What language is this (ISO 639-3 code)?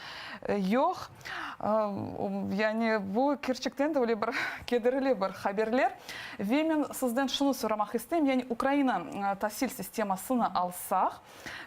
crh